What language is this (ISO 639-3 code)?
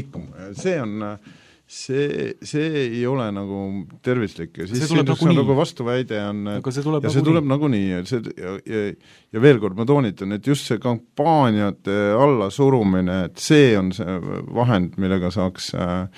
est